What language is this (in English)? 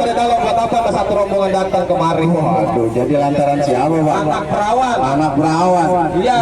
Betawi